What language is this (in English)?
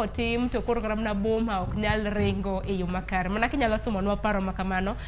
Luo (Kenya and Tanzania)